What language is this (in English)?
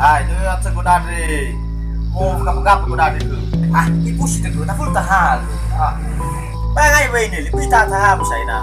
Nias